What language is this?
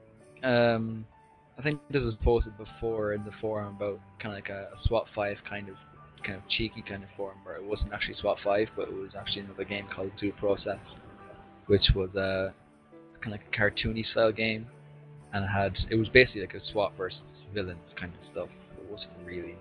English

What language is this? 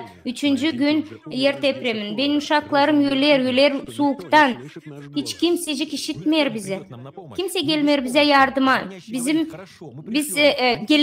Gagauz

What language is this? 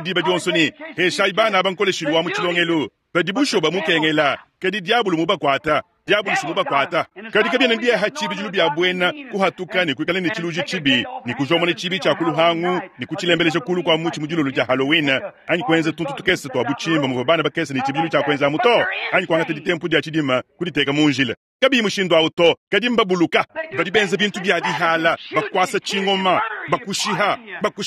Luba-Lulua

